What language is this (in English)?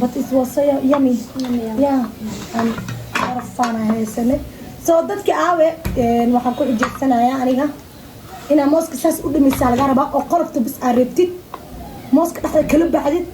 Somali